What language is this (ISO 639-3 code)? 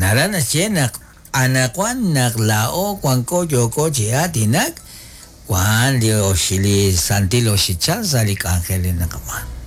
kek